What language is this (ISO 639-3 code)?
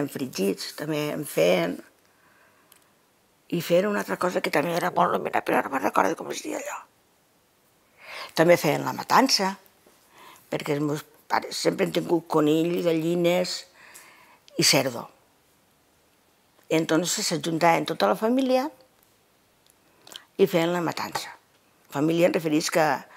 cat